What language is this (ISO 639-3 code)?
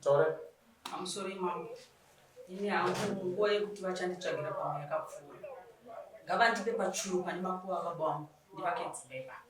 sna